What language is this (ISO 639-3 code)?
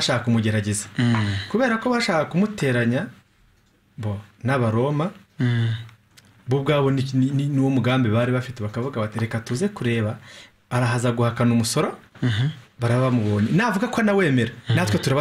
kin